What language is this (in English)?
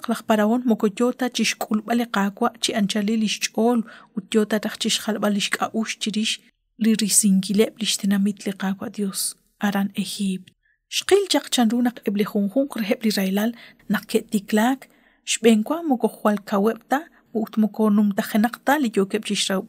Kekchí